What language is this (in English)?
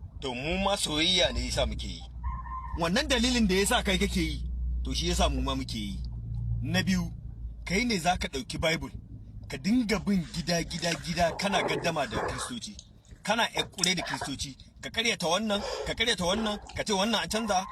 Hausa